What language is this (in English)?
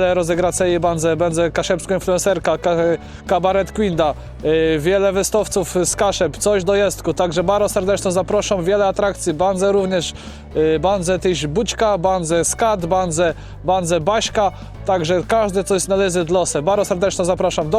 Kashubian